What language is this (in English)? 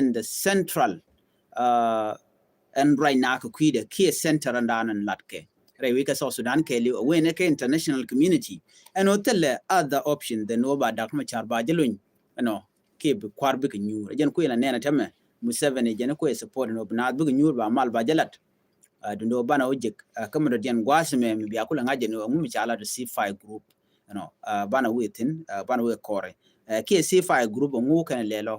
Nuer